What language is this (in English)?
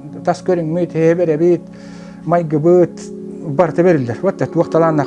Yakut